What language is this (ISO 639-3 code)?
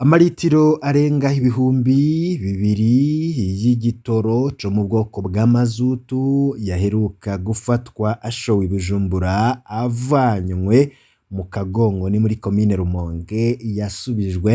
run